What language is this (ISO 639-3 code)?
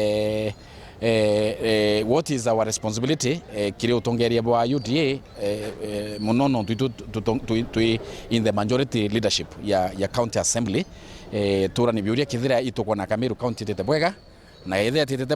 mer